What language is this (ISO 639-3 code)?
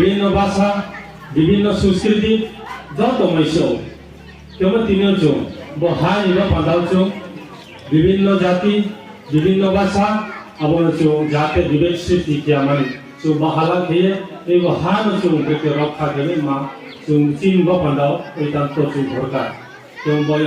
ria